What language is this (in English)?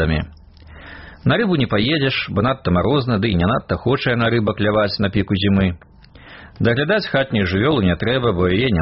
Belarusian